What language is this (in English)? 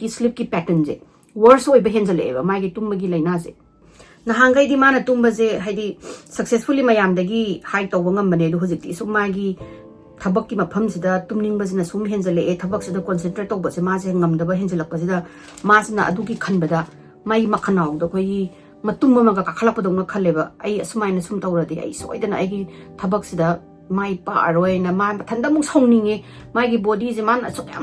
Manipuri